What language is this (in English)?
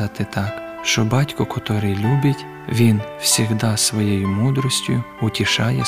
Ukrainian